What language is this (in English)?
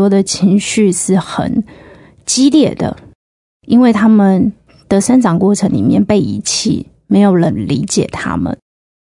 Chinese